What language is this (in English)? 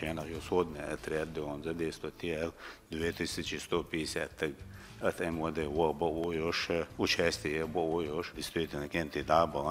Chechen